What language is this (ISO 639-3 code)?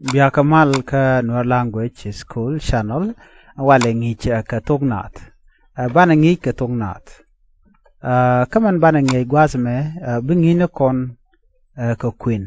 nus